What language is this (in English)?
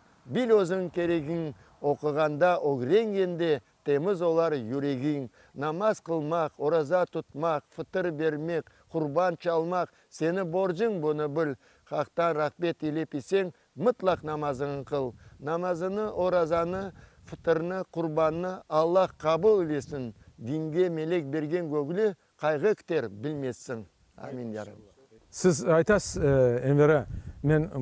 Crimean Tatar